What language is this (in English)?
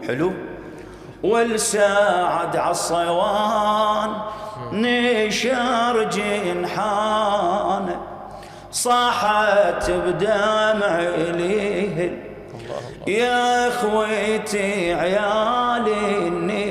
Mesopotamian Arabic